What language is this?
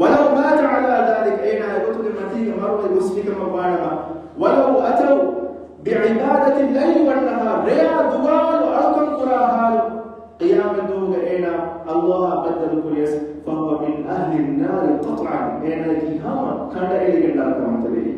Divehi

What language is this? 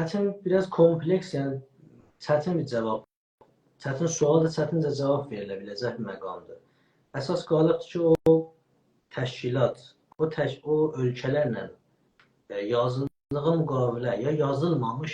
South Azerbaijani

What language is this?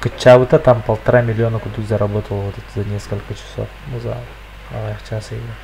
Yakut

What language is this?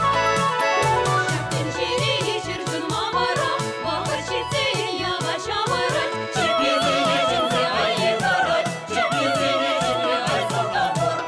Chuvash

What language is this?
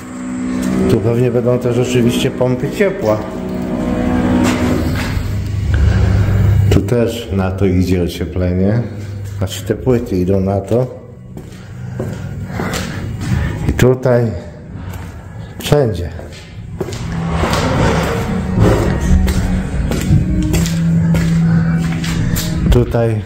Polish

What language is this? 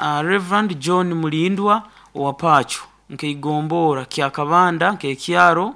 Nyankole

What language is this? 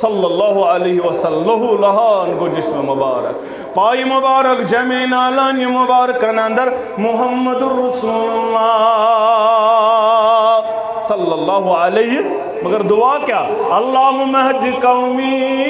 Kashmiri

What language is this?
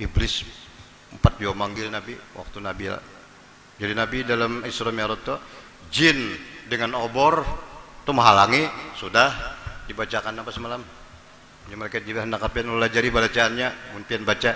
Banjar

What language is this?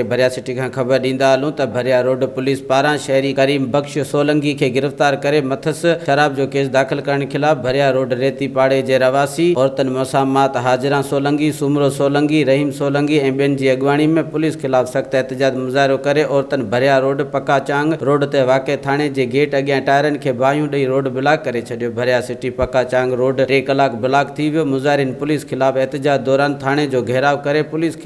Sindhi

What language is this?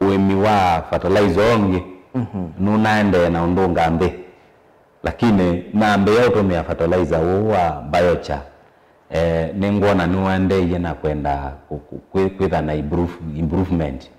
Kamba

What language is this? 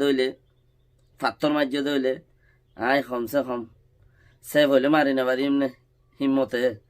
Rohingya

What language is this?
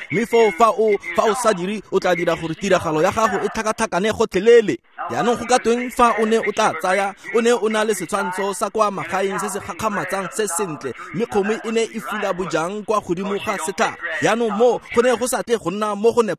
Tswana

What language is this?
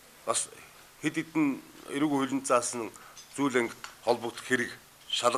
Mongolian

